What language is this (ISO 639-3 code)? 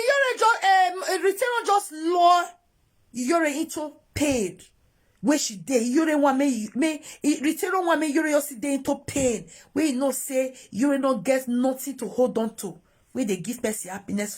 pcm